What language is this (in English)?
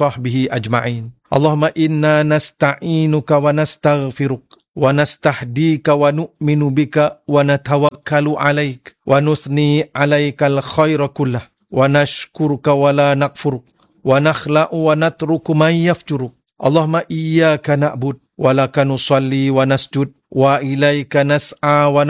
Malay